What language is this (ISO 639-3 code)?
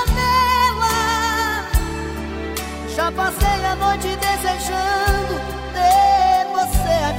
por